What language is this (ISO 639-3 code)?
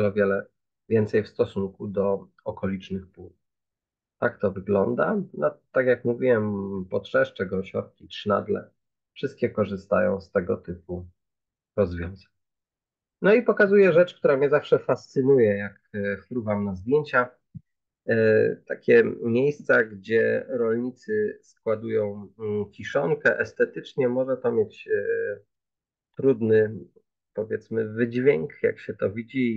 pol